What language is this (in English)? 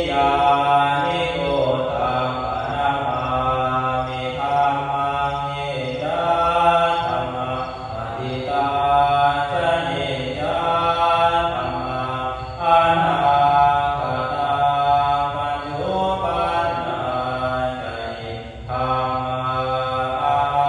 Pali